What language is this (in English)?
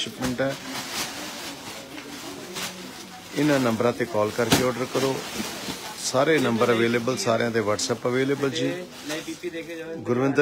Punjabi